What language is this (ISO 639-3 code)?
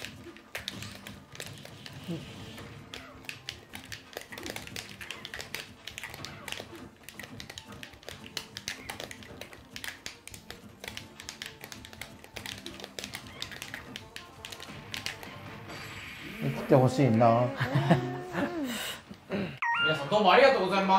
jpn